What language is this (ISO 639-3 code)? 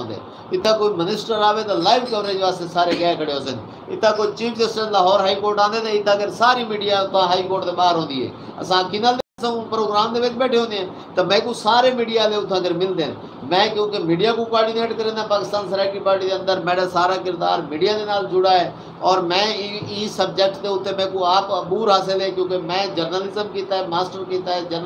skr